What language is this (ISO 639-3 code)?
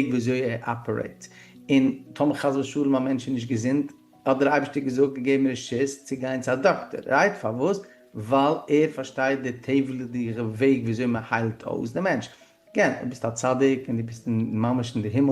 yid